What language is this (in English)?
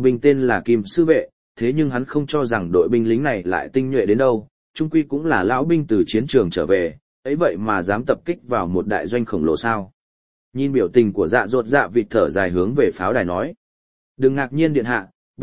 Vietnamese